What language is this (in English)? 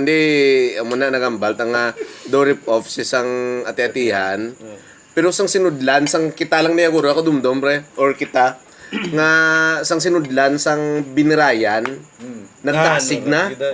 Hiligaynon